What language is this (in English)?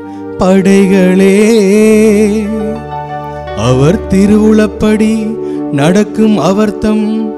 Tamil